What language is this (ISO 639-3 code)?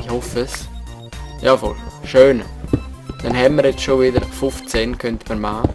gsw